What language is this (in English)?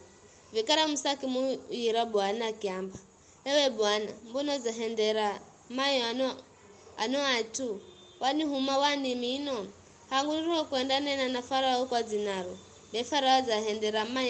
Giryama